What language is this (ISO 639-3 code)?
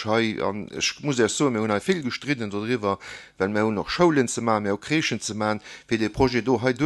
ltz